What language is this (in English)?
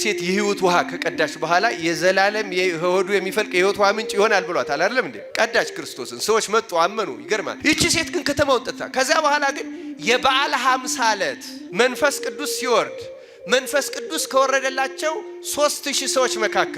Amharic